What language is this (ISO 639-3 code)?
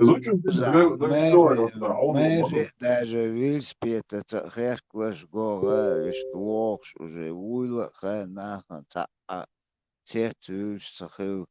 che